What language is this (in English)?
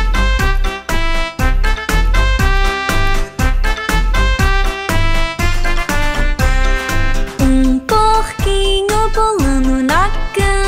Portuguese